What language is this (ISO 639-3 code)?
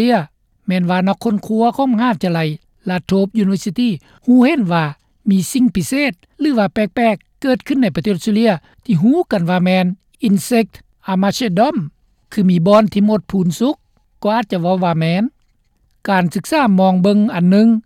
lao